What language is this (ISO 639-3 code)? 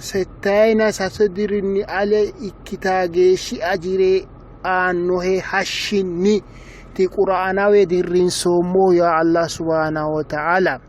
sid